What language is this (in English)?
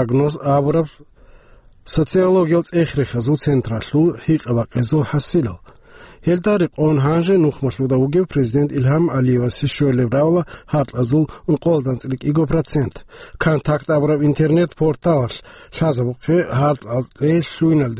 Avaric